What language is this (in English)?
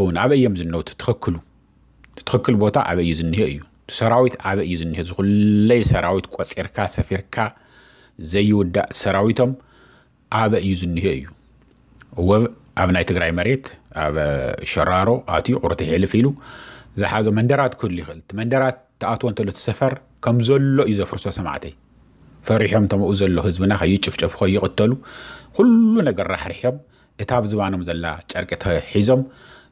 Tigrinya